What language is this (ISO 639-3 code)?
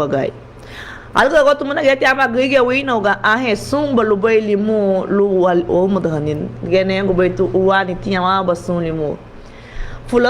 cab